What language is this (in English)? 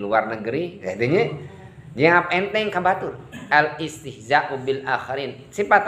Sundanese